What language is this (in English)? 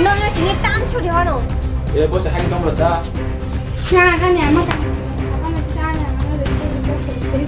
Kok Borok